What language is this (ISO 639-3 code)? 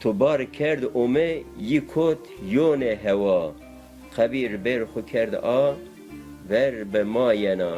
zza